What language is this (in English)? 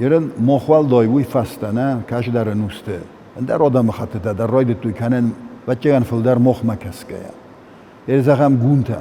Ossetic